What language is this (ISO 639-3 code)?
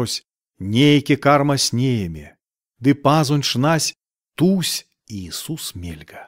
myv